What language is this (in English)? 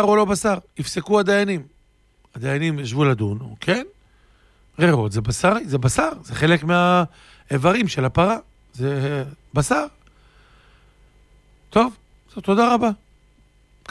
Hebrew